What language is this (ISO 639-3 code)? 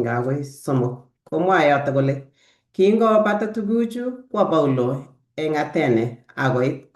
kln